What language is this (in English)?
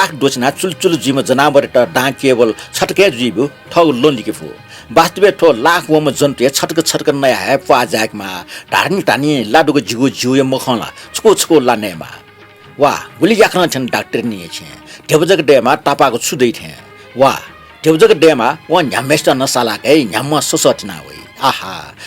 Newari